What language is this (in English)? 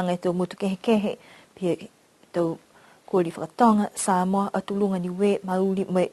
Niuean